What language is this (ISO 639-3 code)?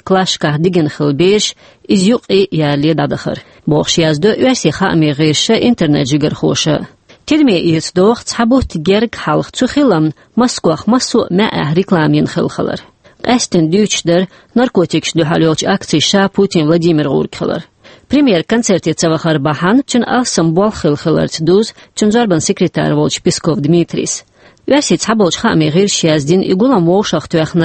che